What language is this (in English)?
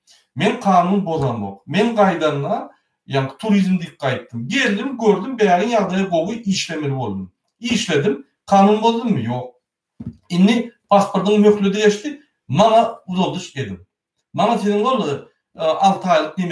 Turkmen